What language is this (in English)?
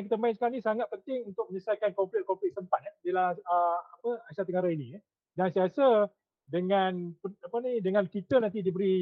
Malay